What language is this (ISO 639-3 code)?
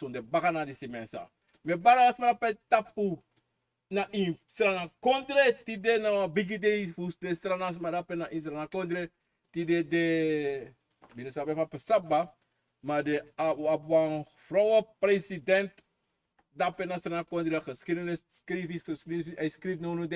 srn